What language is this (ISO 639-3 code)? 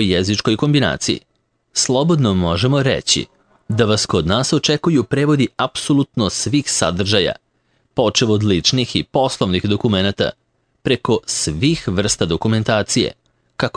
srp